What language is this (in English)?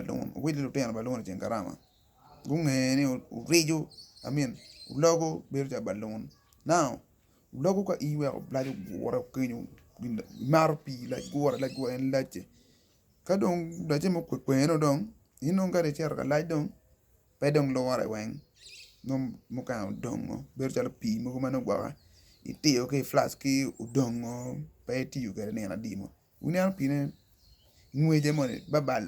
Acoli